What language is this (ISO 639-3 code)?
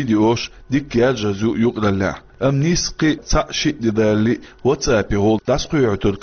che